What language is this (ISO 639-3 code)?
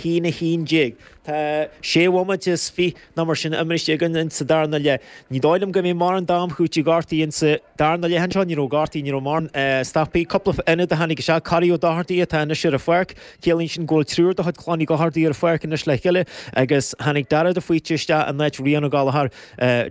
gle